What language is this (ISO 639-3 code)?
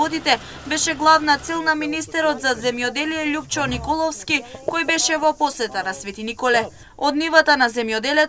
mkd